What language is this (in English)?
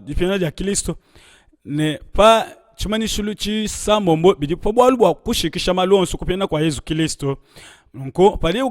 Luba-Lulua